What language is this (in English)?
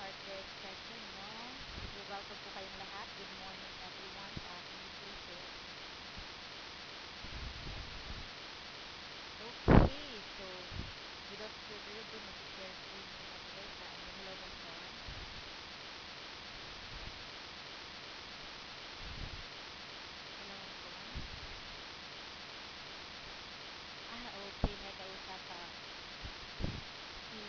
Filipino